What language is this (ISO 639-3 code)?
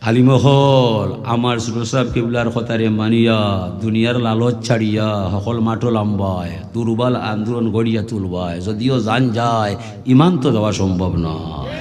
syl